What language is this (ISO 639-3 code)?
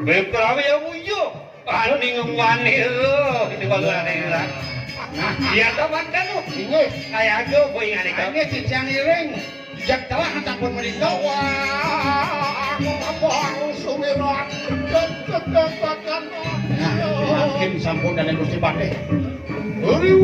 ban